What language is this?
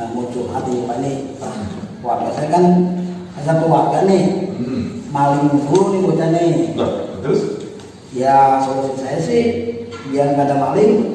Betawi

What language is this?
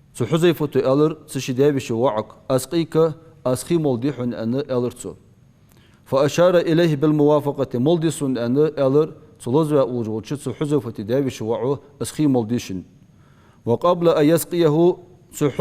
Ingush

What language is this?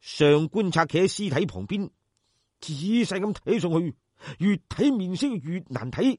Cantonese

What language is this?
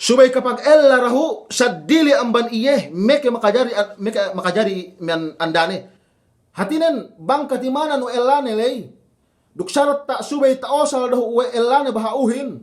Yakan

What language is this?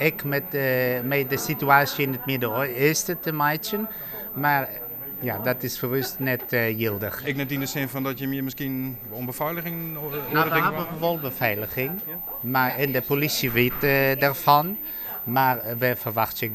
Western Frisian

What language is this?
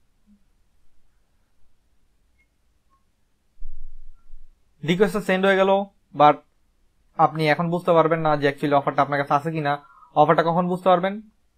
Bangla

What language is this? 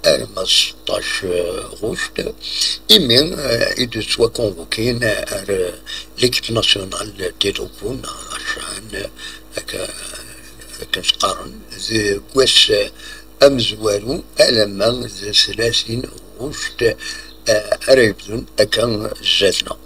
Kabyle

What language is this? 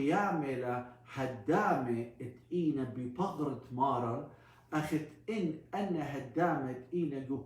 Assyrian Neo-Aramaic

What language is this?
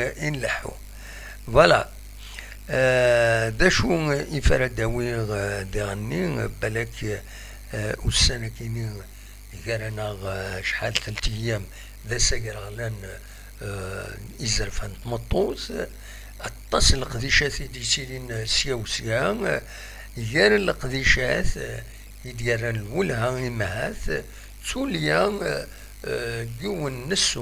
Kabyle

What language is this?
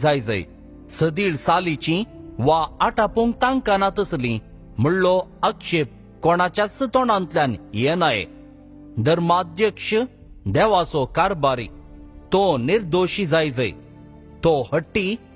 Konkani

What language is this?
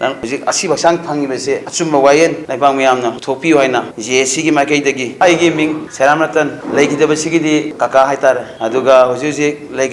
Manipuri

